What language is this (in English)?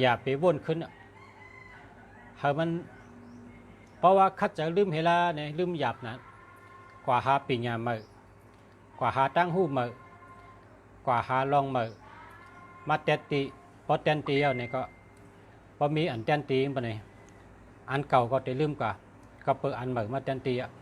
Shan